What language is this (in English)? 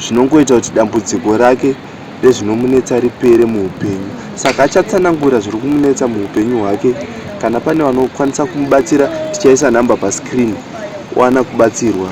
Shona